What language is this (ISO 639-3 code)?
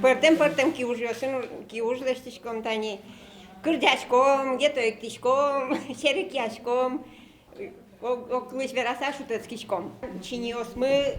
udm